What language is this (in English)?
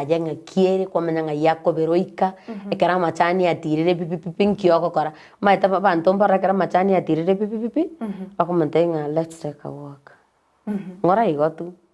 Gusii